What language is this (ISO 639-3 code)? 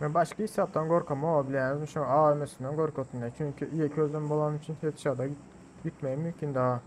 tuk